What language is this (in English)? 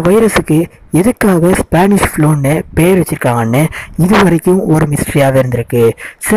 Tamil